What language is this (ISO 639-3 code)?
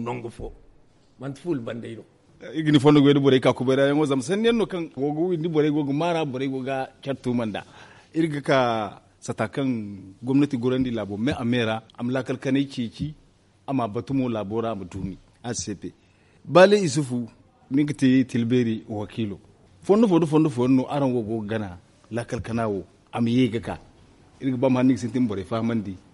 dje